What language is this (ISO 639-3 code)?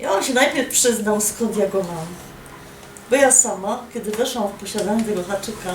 szl